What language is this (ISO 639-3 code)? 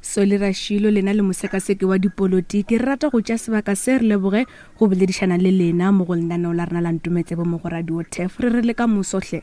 nso